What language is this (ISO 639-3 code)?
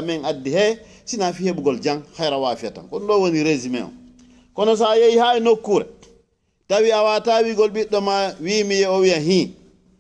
ful